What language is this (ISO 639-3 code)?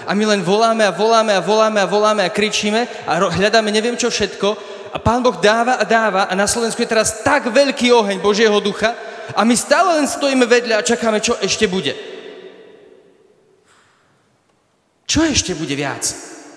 slk